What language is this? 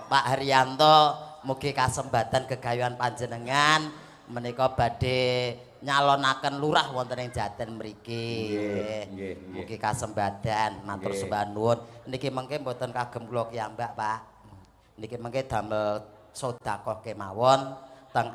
Javanese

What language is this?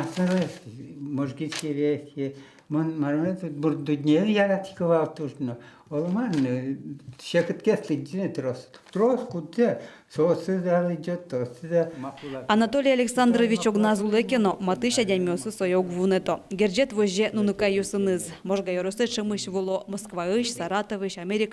Udmurt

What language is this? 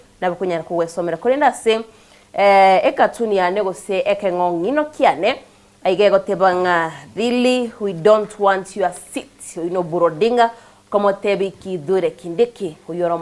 Gusii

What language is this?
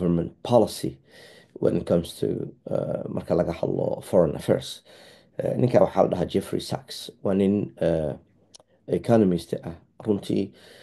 Somali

